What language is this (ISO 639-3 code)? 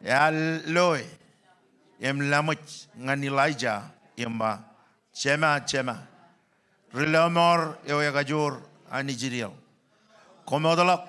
mah